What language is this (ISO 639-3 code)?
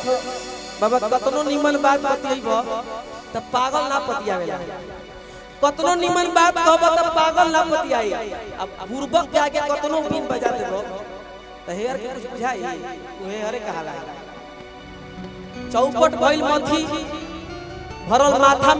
bho